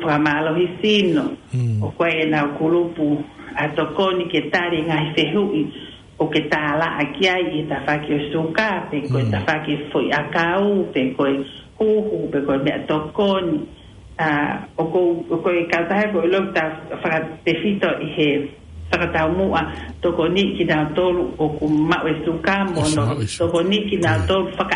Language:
Tongan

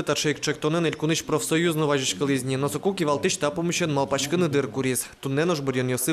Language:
Udmurt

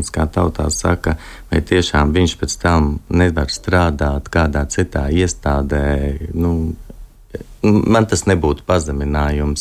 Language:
Latvian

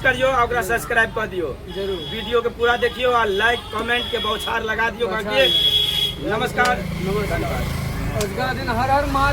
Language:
Maithili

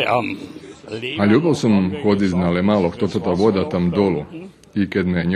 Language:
Rusyn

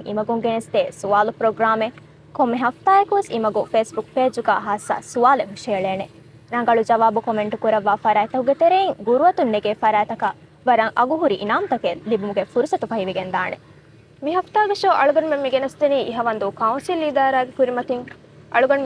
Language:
Divehi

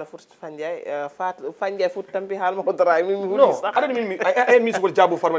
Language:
Fula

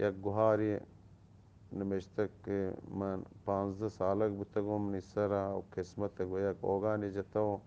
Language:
Eastern Balochi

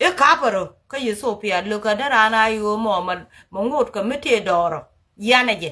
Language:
Nuer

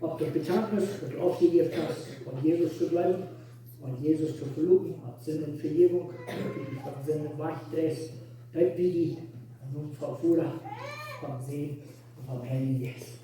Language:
Plautdietsch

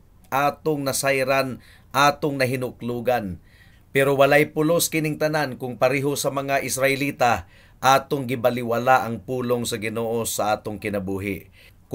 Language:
Cebuano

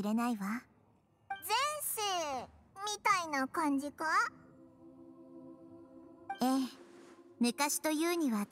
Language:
Japanese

